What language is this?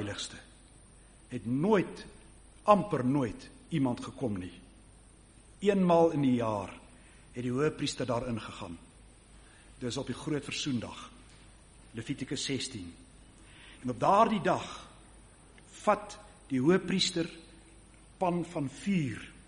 Afrikaans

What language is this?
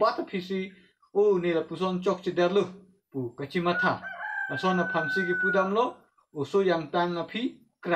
Karbi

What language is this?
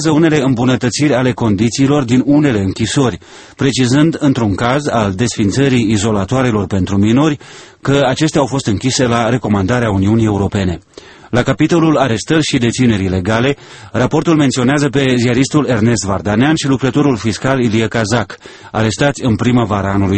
Romanian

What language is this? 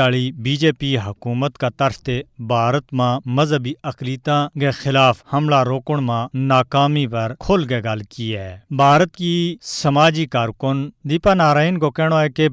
Gujari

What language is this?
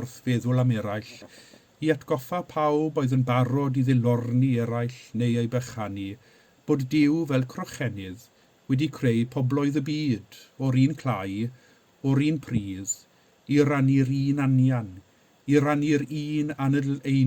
Welsh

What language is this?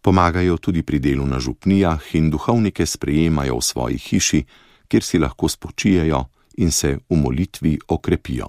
Slovenian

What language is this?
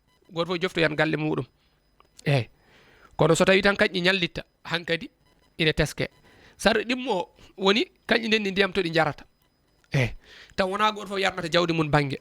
Fula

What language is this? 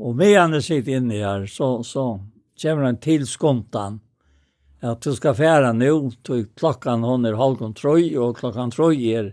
Faroese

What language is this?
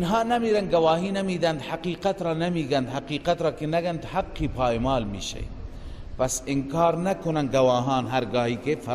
Persian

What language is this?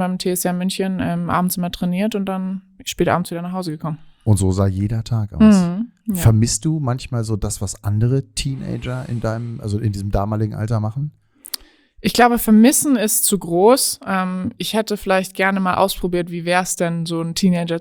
German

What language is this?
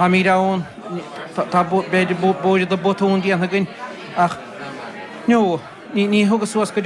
Irish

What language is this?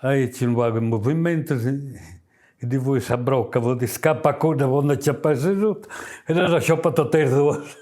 Sardinian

